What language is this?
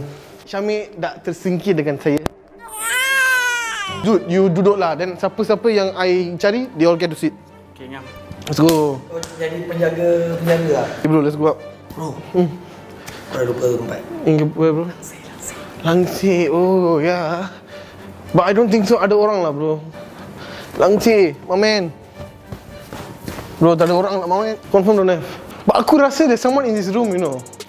Malay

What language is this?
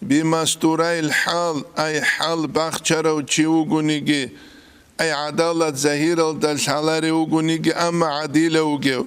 Avaric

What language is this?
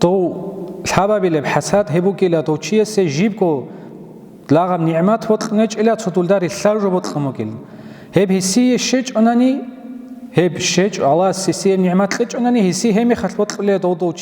Avaric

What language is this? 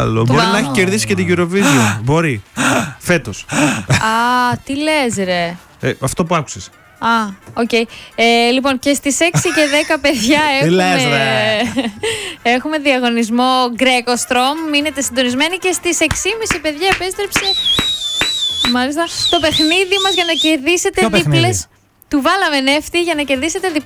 Greek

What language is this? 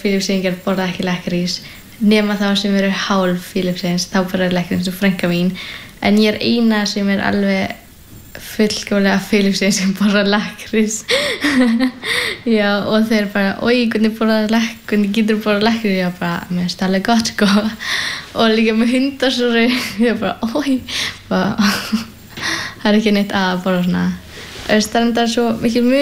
Icelandic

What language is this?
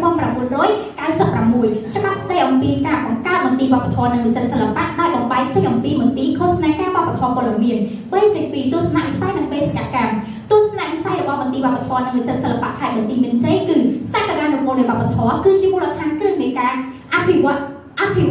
Khmer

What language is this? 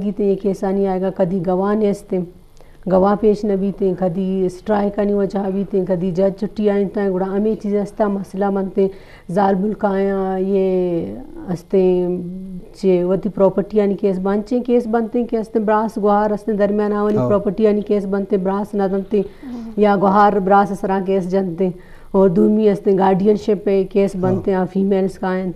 Eastern Balochi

